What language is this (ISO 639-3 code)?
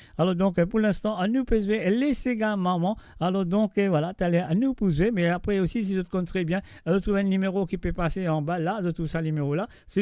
mfe